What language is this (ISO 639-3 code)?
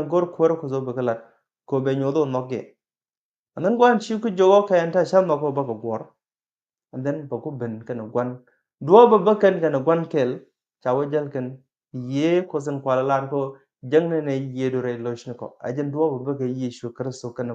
nus